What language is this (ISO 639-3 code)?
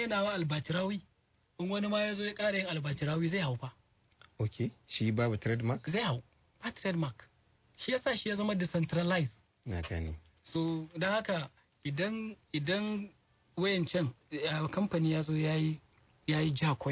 hau